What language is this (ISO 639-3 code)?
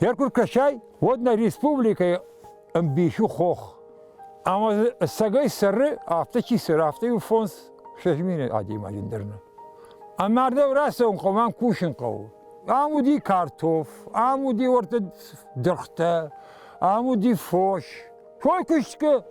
oss